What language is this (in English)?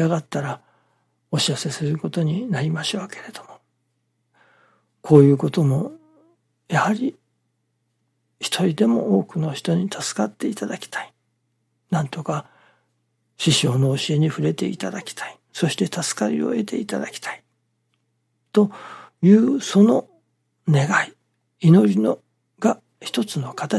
Japanese